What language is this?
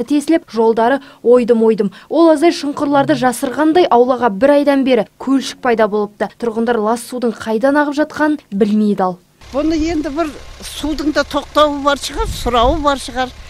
Kazakh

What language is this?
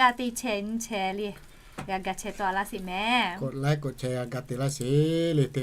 Lahu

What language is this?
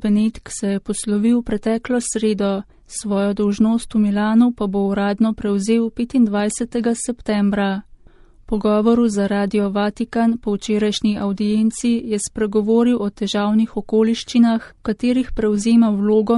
Slovenian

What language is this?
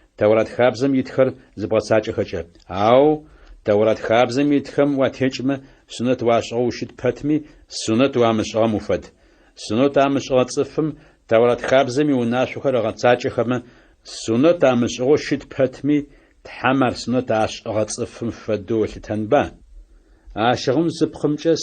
Adyghe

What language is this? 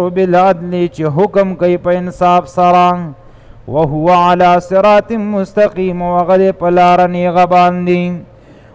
Pashto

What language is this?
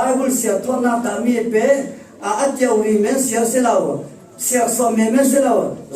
Falam Chin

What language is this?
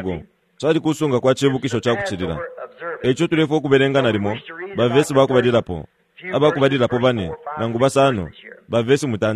Bemba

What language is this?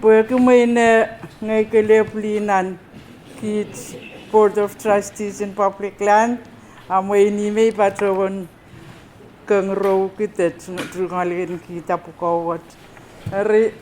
Pohnpeian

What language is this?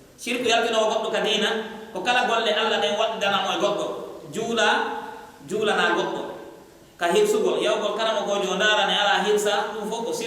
Pular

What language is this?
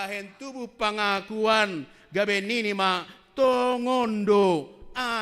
Batak Simalungun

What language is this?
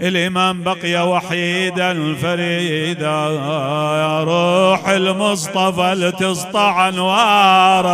Mesopotamian Arabic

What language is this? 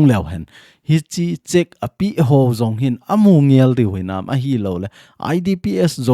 Thado Chin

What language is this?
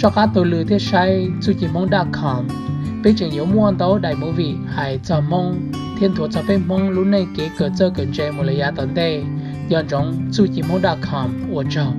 Hmong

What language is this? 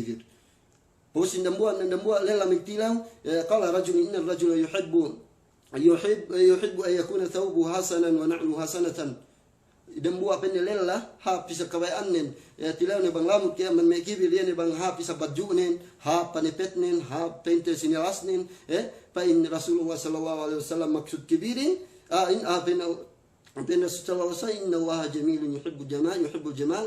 Yakan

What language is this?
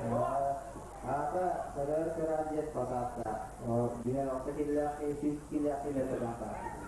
Yakut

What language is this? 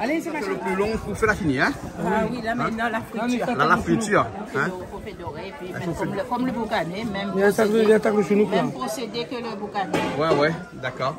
Réunion Creole French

